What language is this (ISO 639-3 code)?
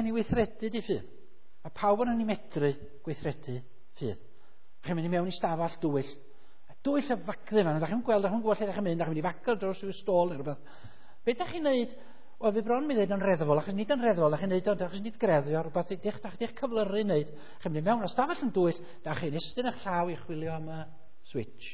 cym